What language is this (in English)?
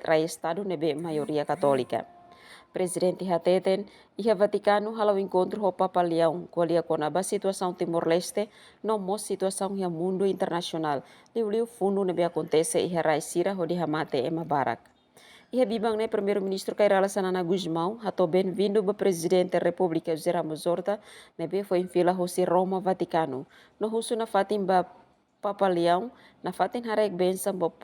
Tetum